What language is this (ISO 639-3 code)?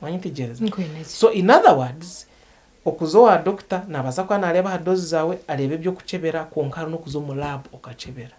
nyn